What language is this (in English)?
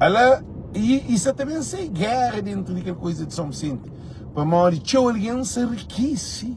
Kabuverdianu